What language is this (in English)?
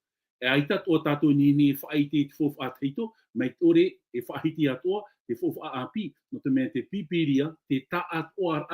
Tahitian